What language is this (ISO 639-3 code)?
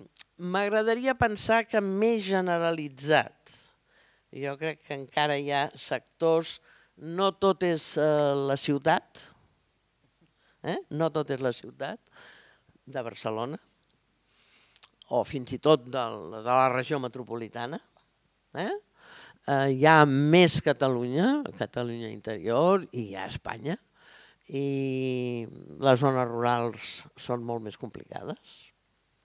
cat